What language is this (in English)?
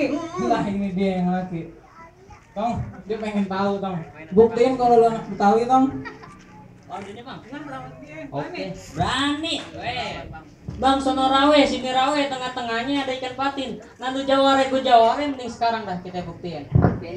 Betawi